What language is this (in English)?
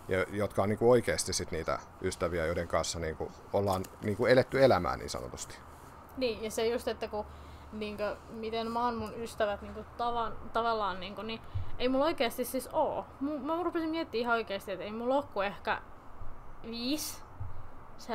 Finnish